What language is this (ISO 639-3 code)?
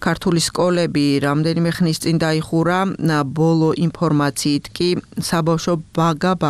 kat